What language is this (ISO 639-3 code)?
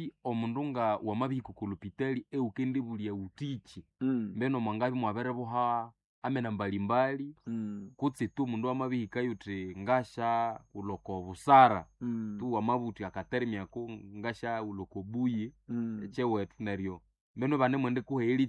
nnb